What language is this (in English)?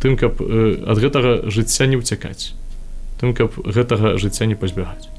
Belarusian